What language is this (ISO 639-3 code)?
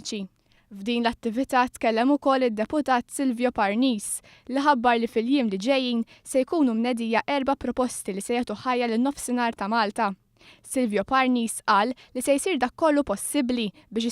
mlt